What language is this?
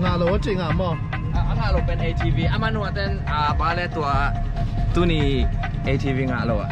Tedim Chin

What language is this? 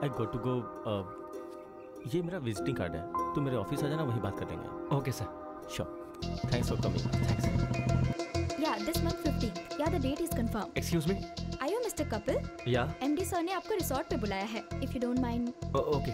Hindi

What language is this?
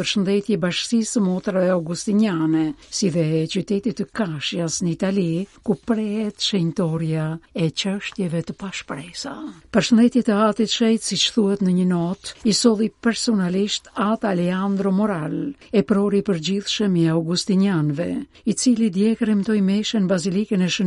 Albanian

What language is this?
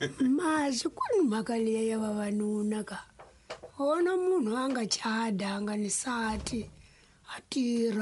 Tsonga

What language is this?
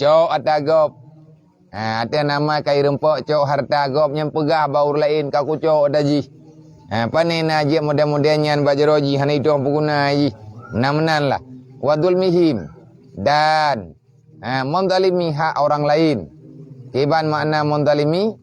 Achinese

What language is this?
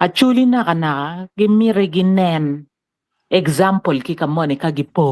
Acoli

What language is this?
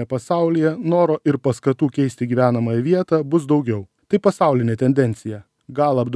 Lithuanian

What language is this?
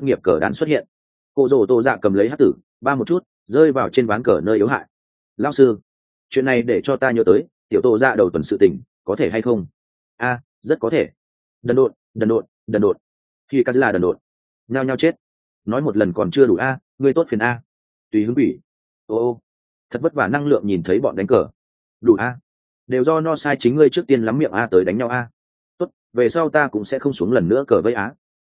Vietnamese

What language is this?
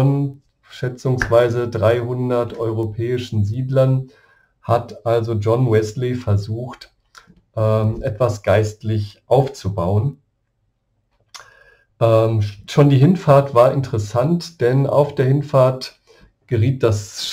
German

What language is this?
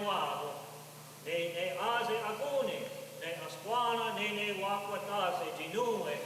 Mohawk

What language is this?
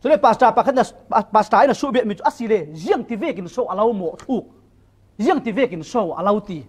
Falam Chin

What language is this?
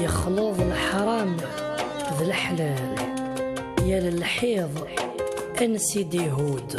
Kabyle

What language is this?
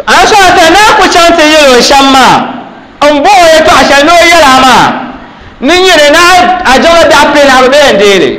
Dagbani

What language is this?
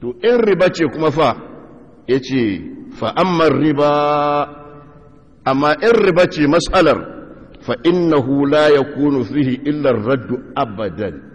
Hausa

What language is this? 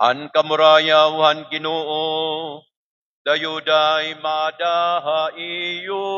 Waray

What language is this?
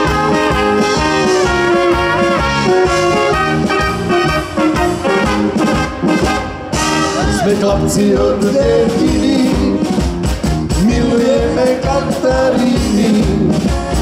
Slovak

